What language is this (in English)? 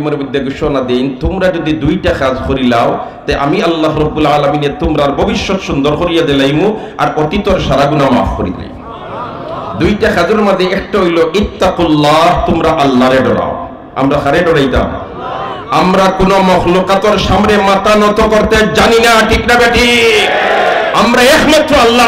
Sylheti